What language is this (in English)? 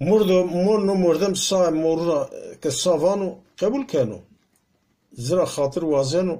Zaza